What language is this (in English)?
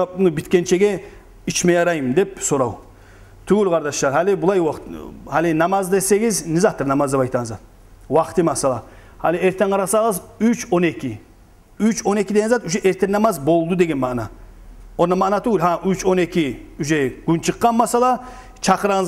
Kumyk